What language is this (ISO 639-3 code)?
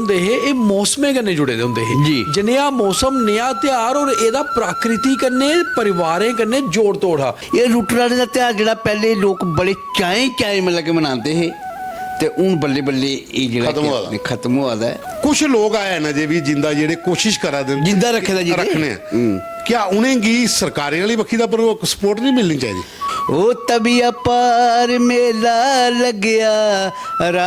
doi